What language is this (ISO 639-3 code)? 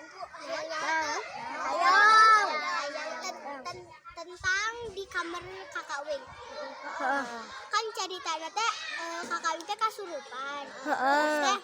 sun